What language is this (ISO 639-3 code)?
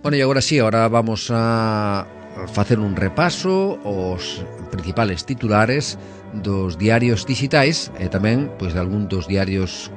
glg